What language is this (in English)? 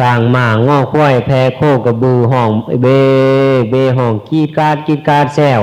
Northeastern Thai